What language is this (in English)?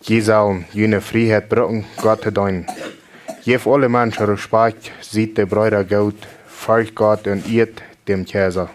Plautdietsch